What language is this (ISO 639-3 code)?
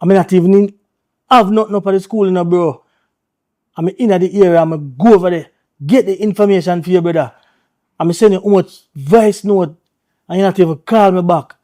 jam